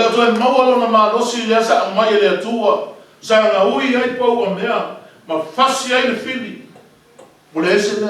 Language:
Samoan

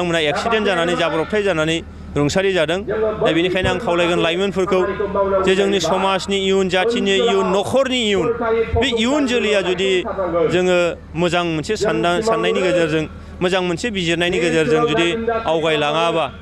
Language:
Bodo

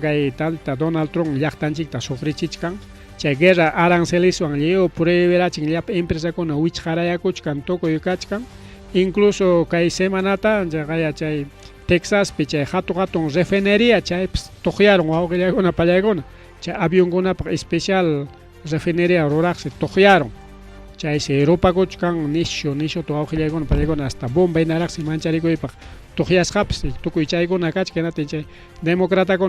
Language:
Ayacucho Quechua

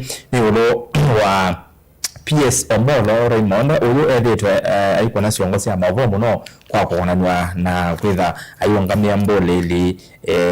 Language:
Kamba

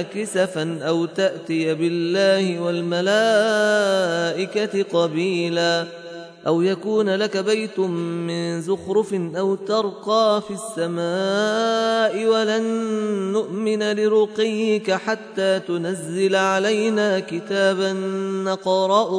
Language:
Arabic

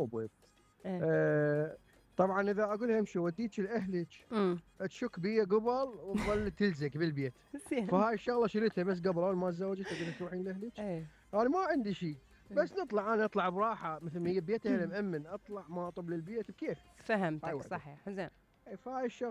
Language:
Mesopotamian Arabic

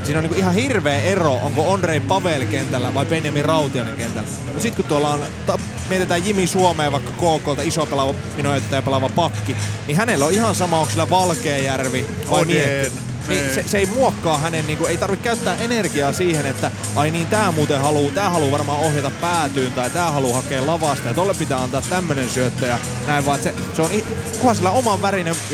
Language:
Finnish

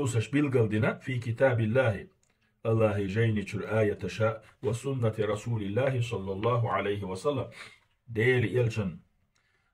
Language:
Chechen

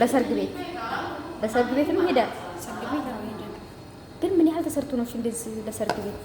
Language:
Amharic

